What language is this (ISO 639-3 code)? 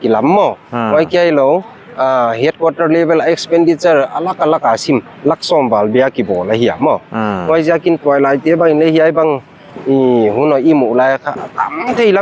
pck